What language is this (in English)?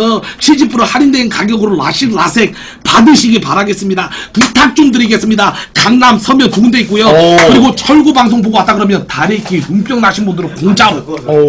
Korean